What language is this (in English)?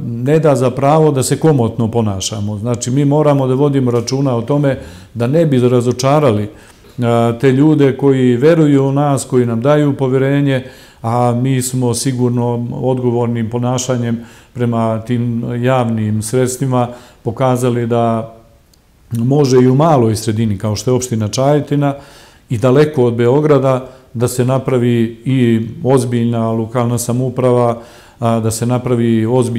Serbian